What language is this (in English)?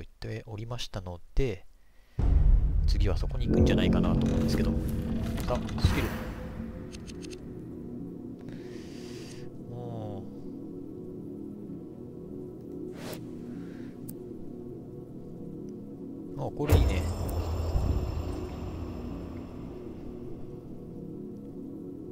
Japanese